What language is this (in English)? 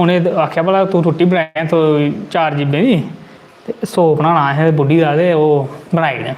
Dogri